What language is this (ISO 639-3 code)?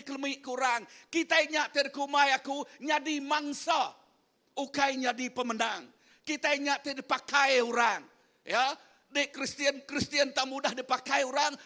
iba